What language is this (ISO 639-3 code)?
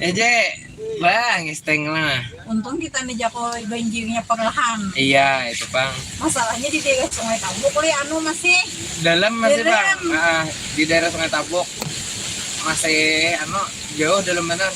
bjn